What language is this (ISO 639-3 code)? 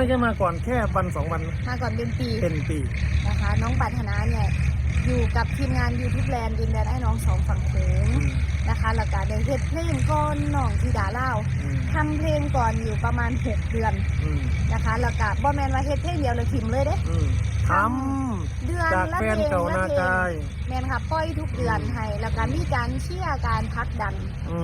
tts